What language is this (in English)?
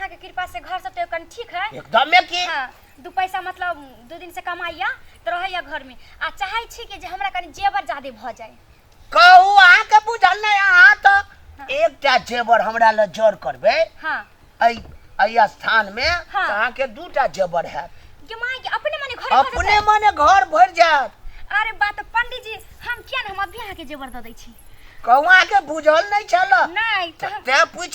Maithili